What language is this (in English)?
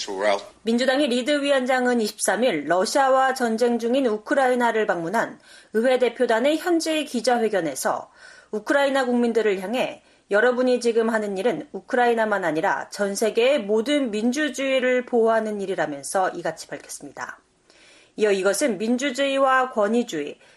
Korean